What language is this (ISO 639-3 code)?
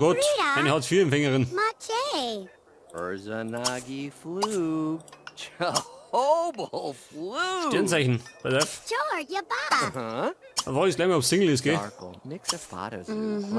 bar